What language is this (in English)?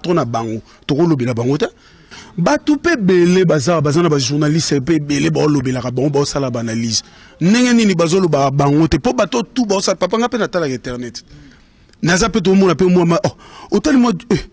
Lingala